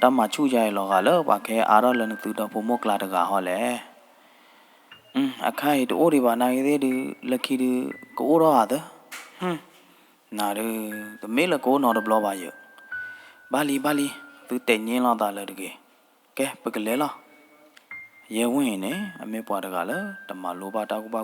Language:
S'gaw Karen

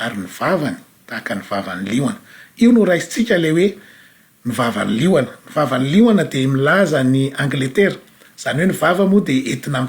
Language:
Malagasy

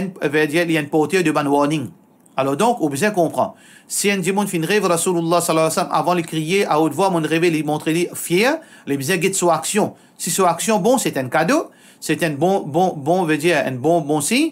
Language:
Morisyen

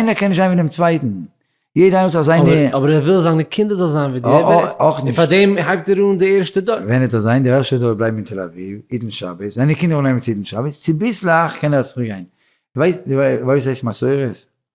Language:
Yiddish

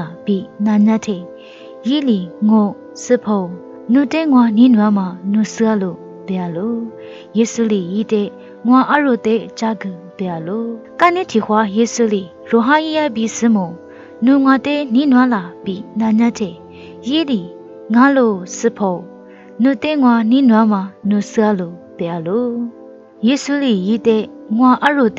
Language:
Lisu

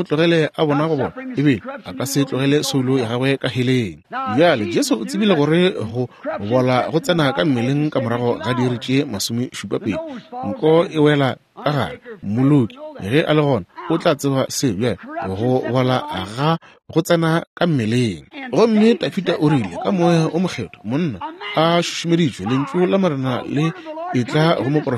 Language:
Northern Sotho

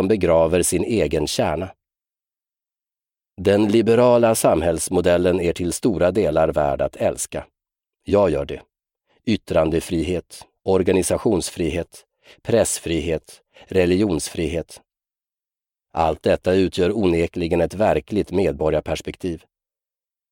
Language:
Swedish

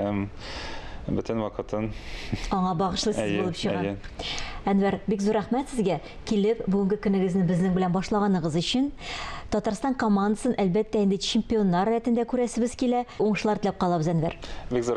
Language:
Tatar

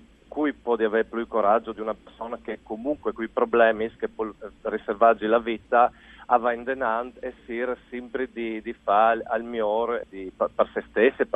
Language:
Friulian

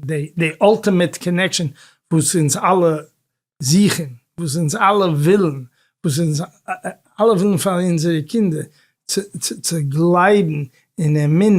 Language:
Yiddish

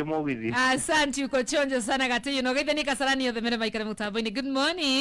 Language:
Kikuyu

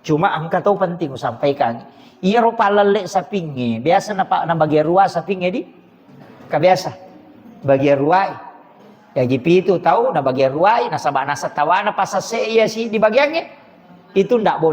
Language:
Buginese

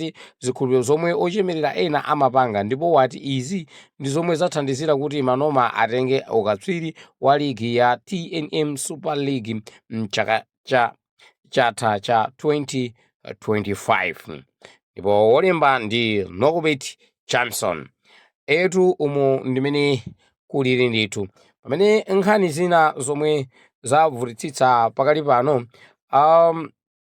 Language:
Nyanja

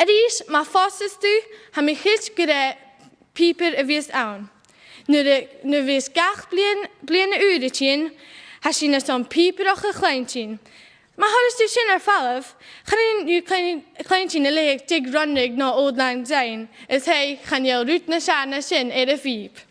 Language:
Scottish Gaelic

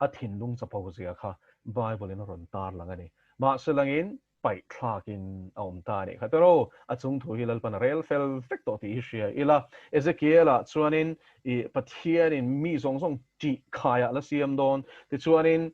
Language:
Mizo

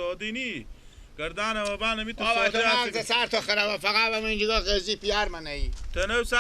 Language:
Persian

